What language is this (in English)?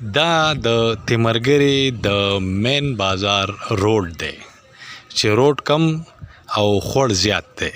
Pashto